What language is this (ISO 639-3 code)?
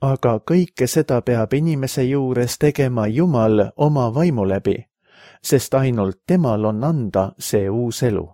est